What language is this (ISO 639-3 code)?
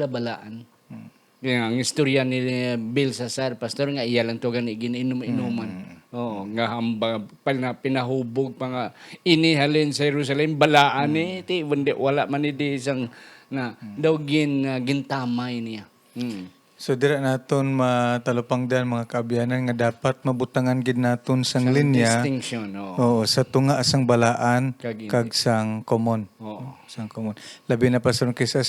hil